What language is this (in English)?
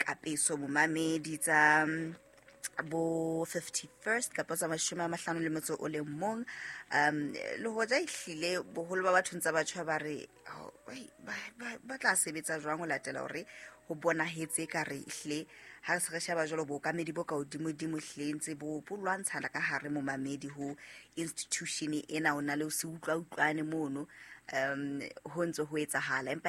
Southern Sotho